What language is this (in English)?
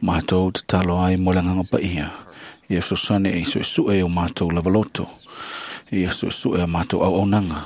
Samoan